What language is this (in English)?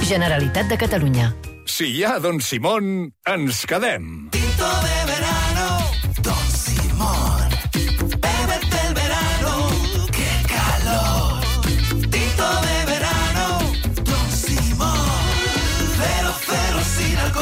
Catalan